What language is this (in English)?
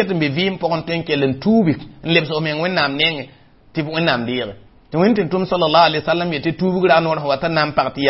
Mossi